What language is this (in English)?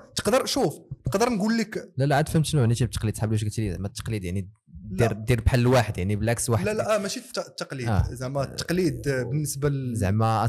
Moroccan Arabic